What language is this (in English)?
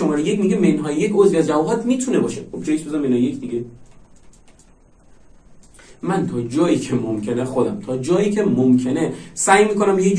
Persian